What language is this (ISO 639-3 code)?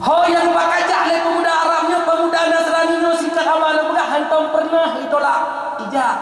ace